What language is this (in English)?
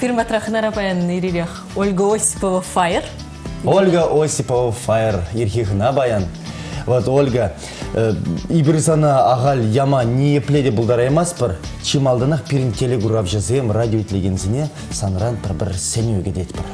Chuvash